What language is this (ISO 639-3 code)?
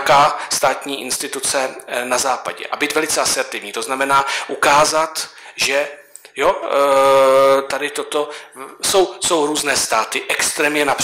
ces